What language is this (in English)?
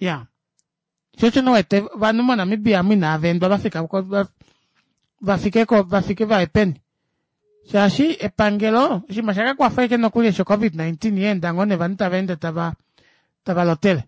Kuanyama